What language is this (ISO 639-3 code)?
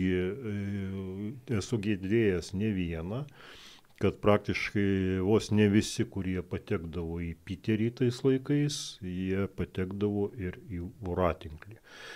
lit